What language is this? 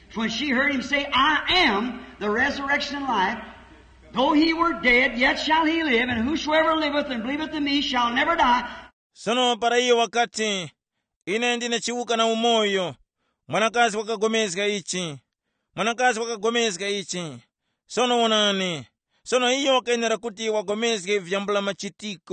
Tumbuka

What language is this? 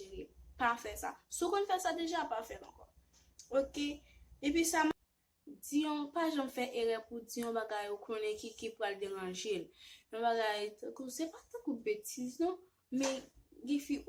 Haitian Creole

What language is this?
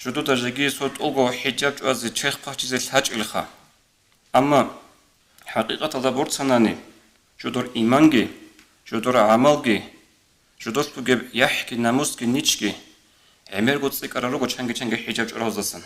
Avaric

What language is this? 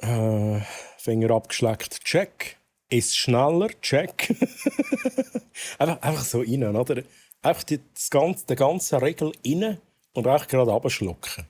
Swiss German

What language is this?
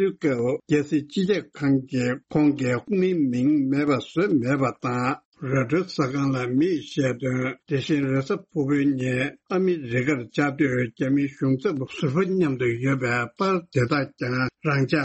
Tibetan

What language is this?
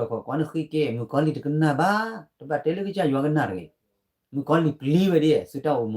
S'gaw Karen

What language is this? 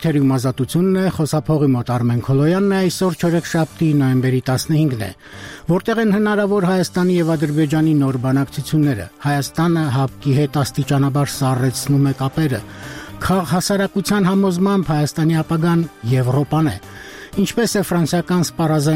Armenian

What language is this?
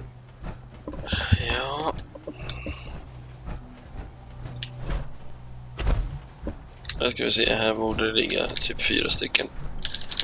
Swedish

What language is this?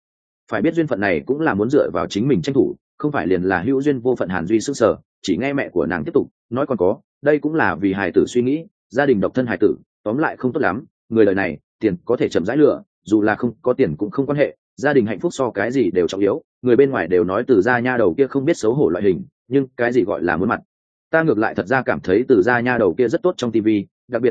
Vietnamese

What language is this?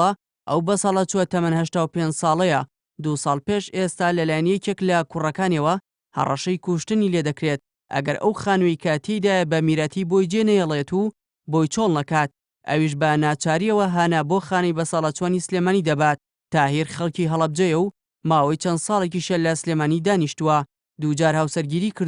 Central Kurdish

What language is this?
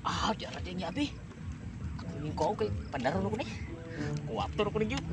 Cebuano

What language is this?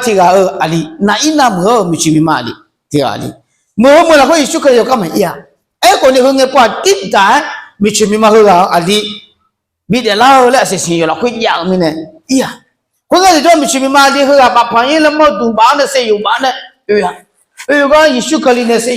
Akha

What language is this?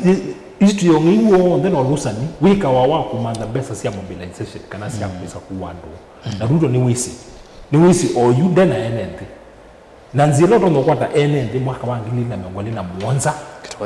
Kamba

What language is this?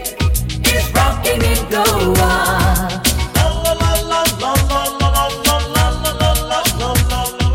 English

